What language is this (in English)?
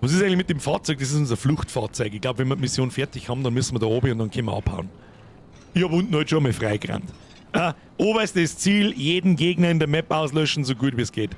Bavarian